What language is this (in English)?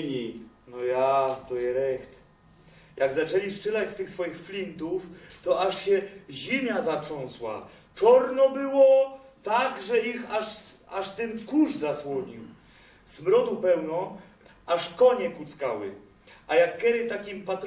Silesian